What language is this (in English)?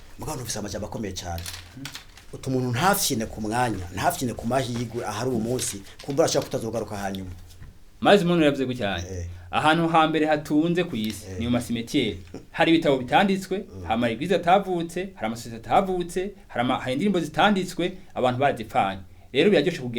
Rundi